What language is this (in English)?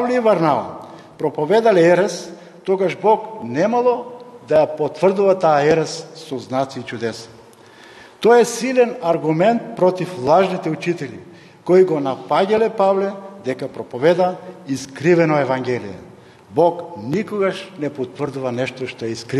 Macedonian